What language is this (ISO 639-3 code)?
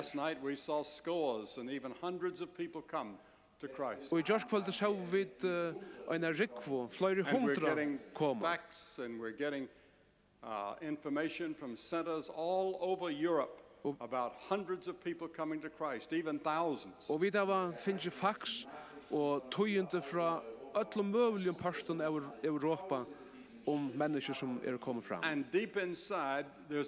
fao